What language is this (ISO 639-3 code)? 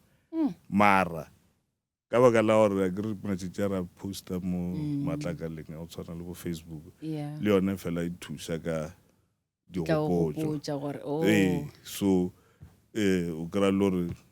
nso